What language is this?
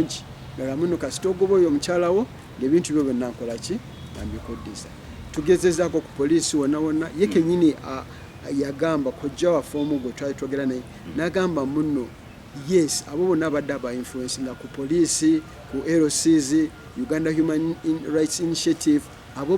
Ganda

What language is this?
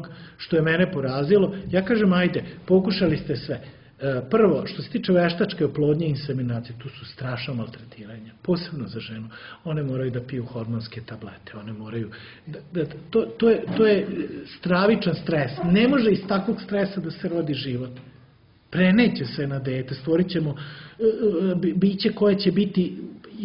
Serbian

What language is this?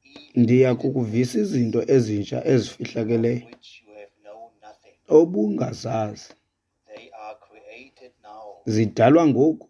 Xhosa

